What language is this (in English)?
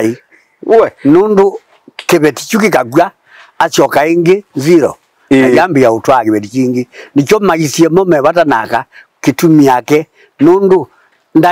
Kamba